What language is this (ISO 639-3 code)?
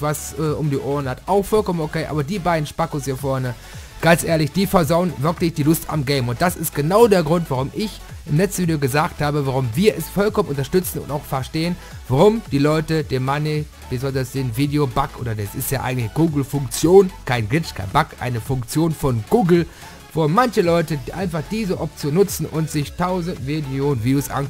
deu